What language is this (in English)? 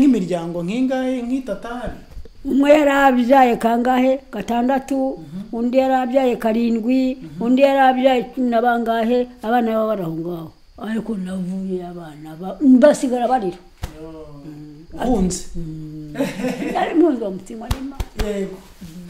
Kinyarwanda